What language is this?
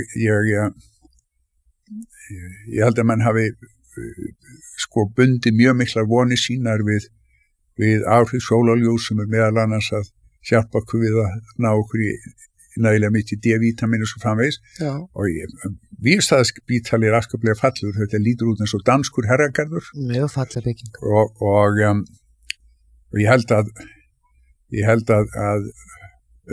Icelandic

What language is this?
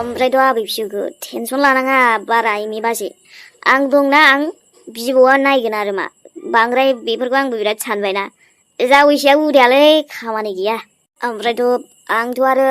Bodo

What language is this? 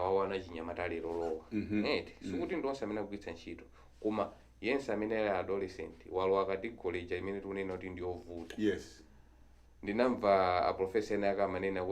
Nyanja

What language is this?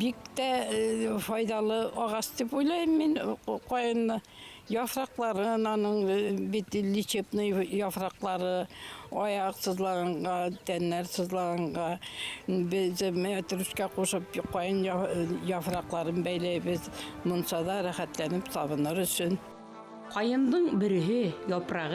Bashkir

